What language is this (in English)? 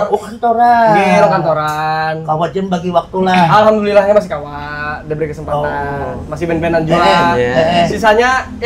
Banjar